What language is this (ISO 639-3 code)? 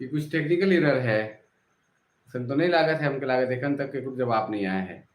sck